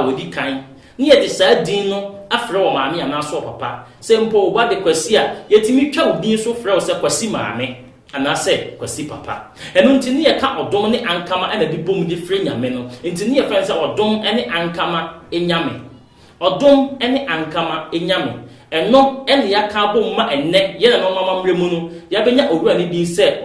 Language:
Akan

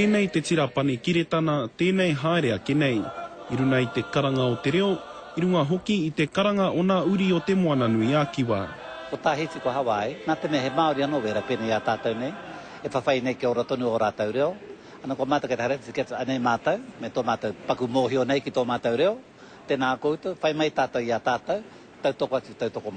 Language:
Māori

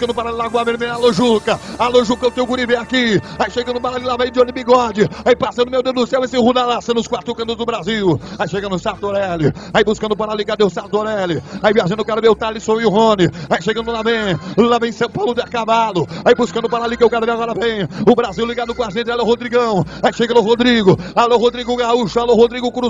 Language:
Portuguese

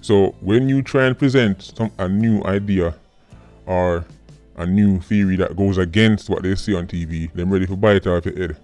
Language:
Jamaican Creole English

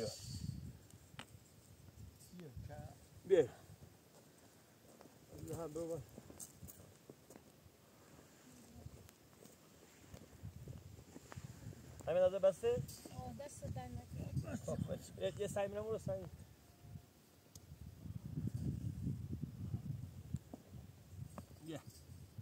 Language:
Persian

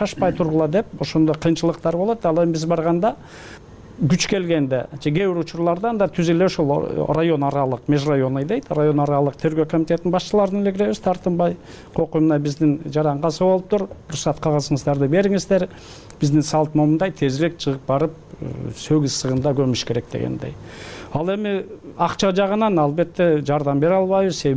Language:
Kyrgyz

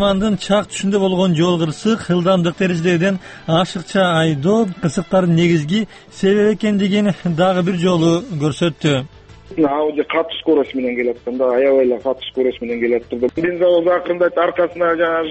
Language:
Kyrgyz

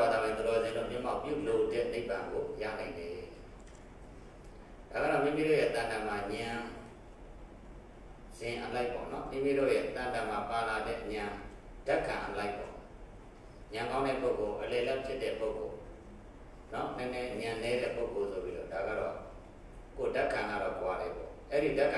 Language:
Burmese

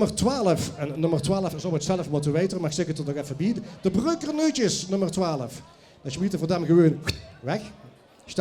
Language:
Limburgish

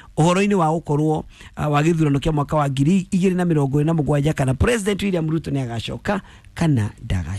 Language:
Kikuyu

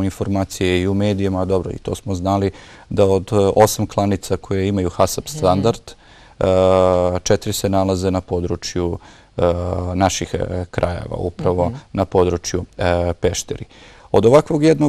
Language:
Bosnian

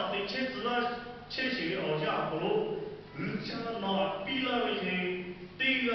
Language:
Lahu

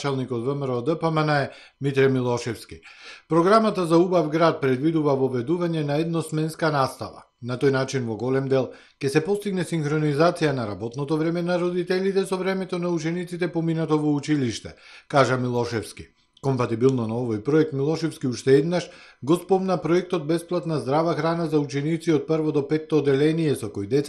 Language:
Macedonian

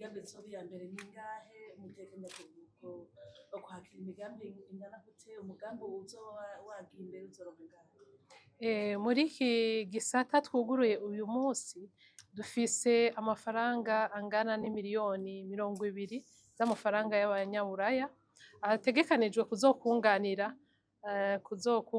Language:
Rundi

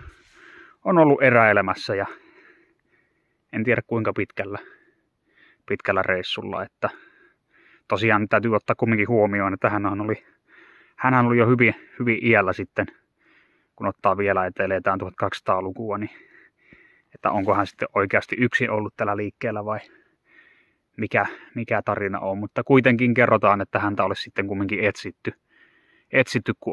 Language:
Finnish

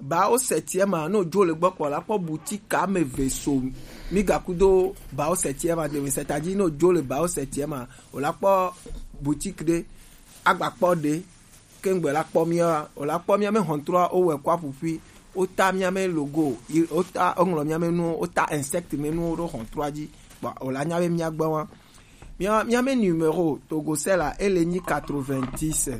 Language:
Gen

